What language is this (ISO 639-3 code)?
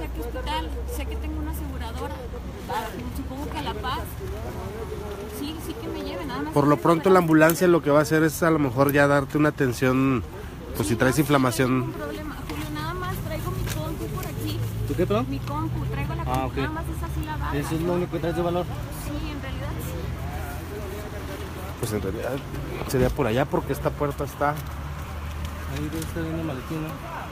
spa